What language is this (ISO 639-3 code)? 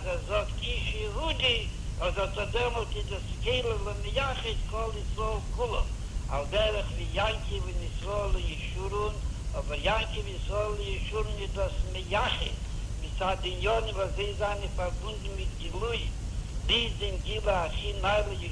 yid